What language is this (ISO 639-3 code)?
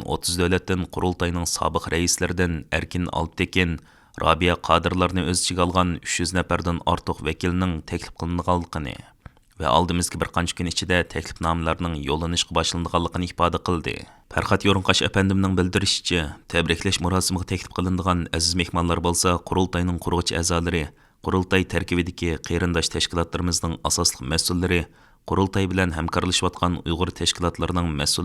uig